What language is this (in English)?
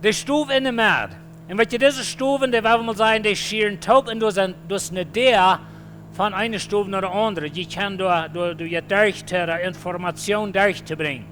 Plautdietsch